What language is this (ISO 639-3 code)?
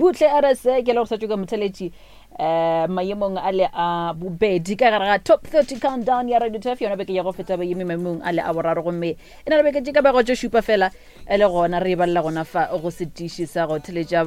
nso